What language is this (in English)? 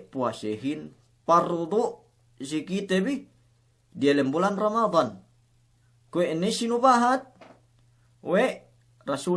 Yakan